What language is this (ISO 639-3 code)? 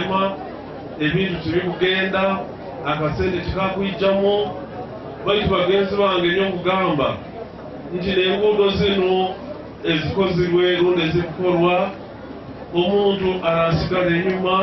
lug